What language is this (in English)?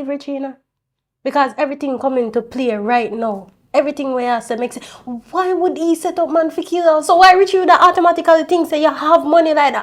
Jamaican Creole English